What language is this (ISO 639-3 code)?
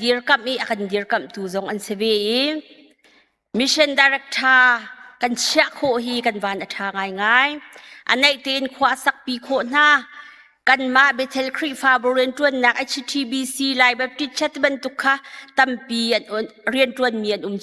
cnh